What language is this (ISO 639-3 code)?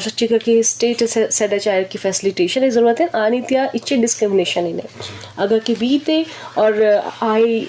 bgp